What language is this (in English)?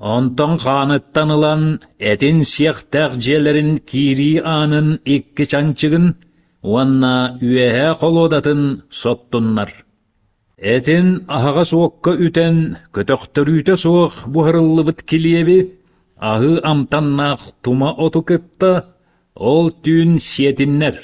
Yakut